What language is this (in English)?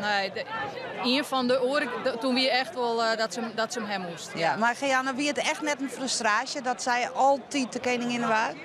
Western Frisian